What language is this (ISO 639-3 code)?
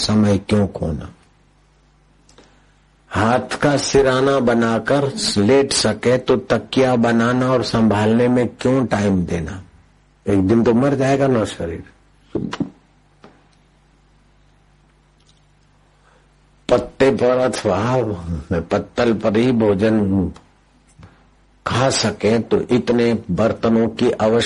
hin